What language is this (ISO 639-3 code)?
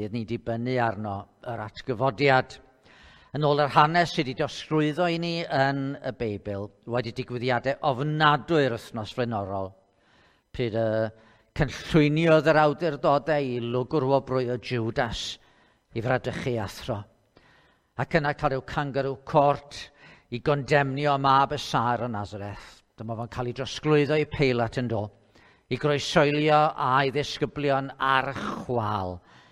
cym